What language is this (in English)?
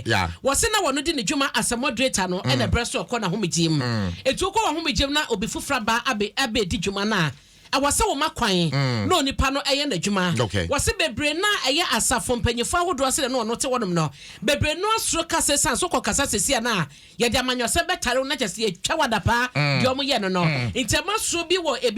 Akan